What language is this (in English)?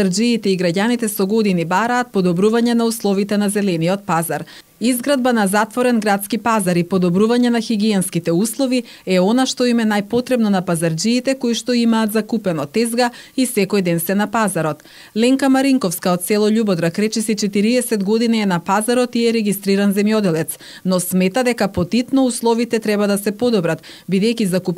Macedonian